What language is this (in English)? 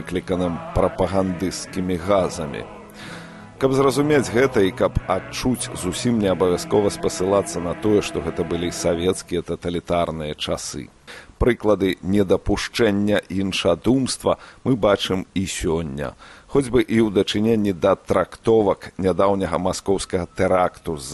Belarusian